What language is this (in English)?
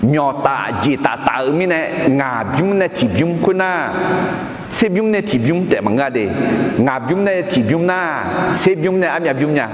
Akha